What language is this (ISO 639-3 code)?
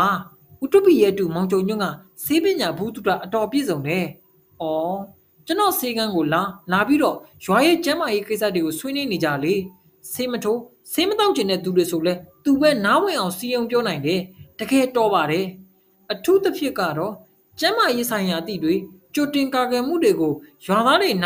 mya